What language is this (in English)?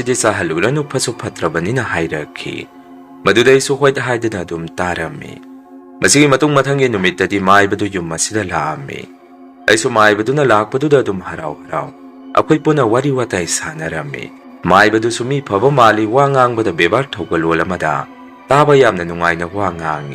Manipuri